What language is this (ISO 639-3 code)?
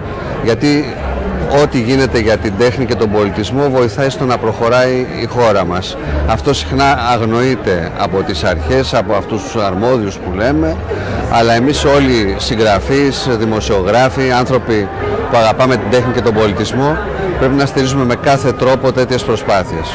ell